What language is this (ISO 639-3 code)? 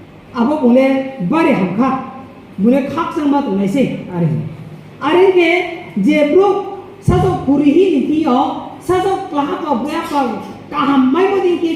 ria